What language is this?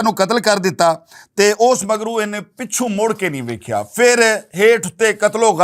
Western Panjabi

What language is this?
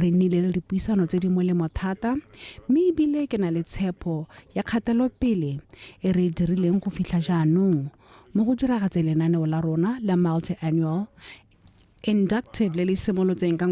Tswana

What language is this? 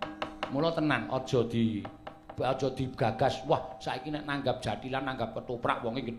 Javanese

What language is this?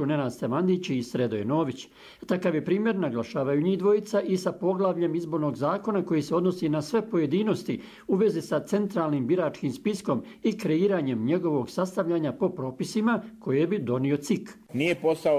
Serbian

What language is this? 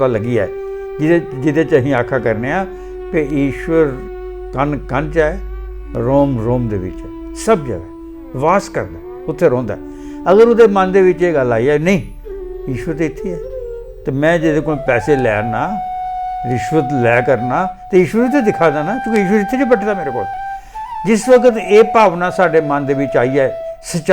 Dogri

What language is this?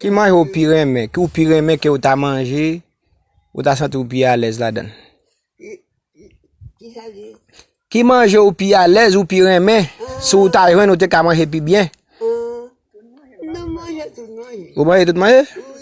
Haitian Creole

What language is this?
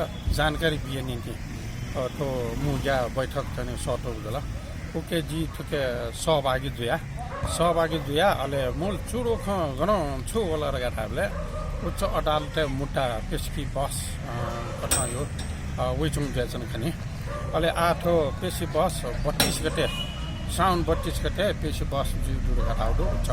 Newari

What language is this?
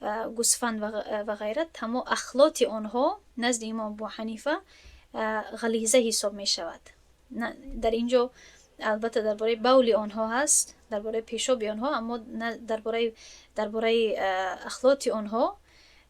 Tajik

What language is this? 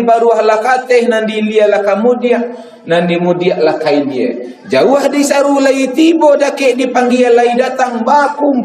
Minangkabau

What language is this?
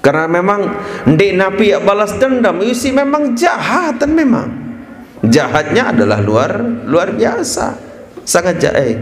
Sasak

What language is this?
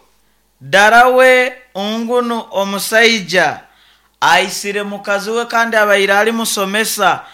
Nyoro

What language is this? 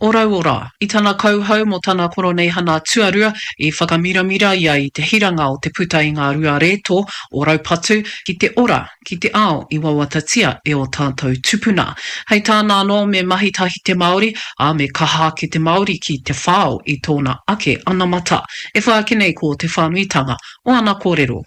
Māori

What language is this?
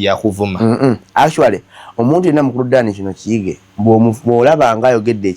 Ganda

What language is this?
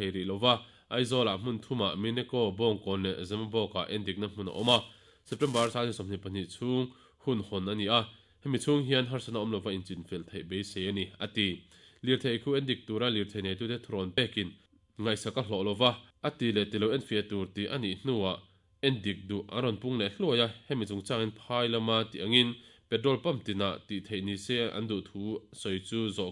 Mizo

